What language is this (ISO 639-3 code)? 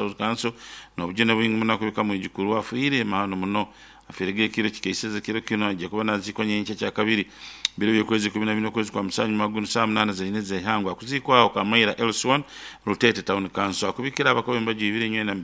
nyo